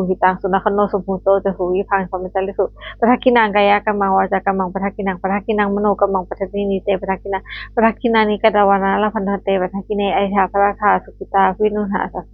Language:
Pali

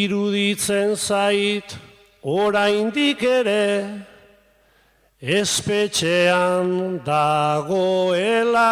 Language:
Basque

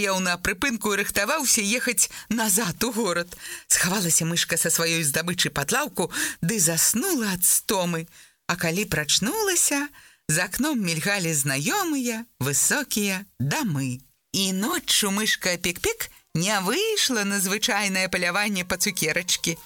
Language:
Belarusian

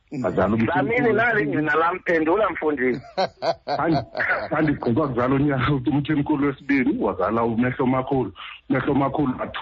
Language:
Xhosa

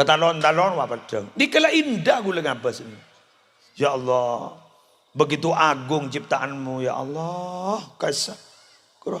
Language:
Madurese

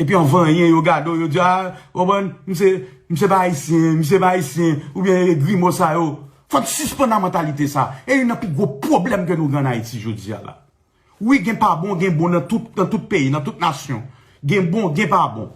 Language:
Haitian Creole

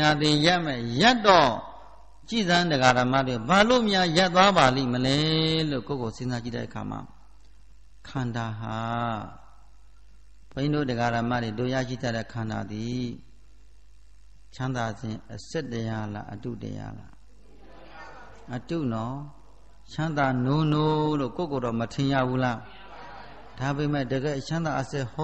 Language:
Burmese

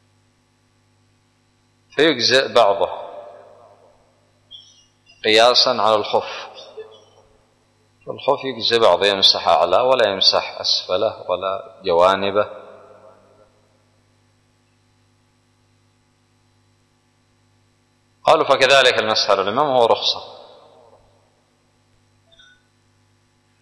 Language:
Arabic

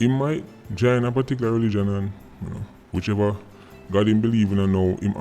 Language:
Jamaican Creole English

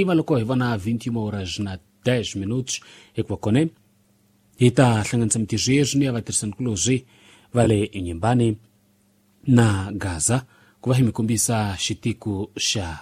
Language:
Tsonga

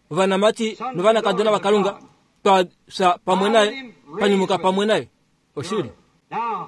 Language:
Kuanyama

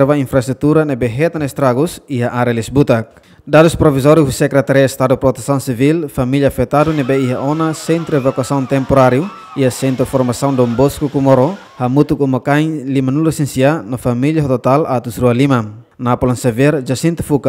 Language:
Tetum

